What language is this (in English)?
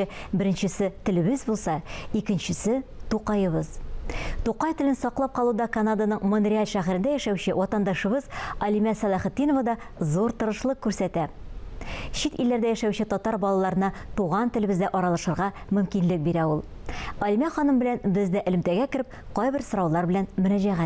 Tatar